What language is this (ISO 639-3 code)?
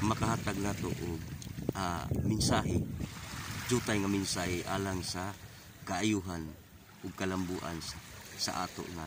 ceb